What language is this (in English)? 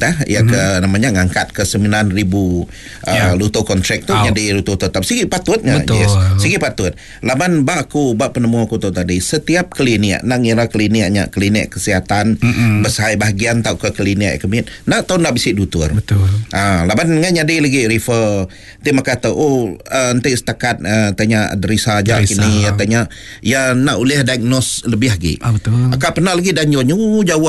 Iban